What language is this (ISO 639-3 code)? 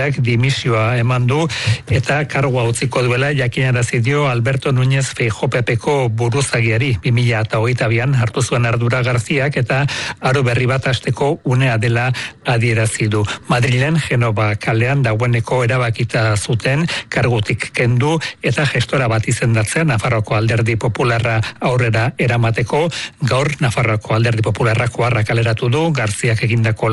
eus